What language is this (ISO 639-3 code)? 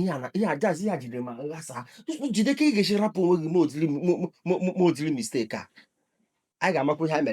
ibo